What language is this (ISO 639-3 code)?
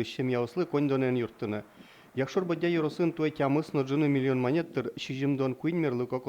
udm